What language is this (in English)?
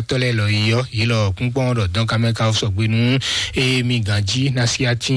Fon